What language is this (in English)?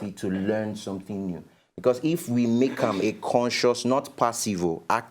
Nigerian Pidgin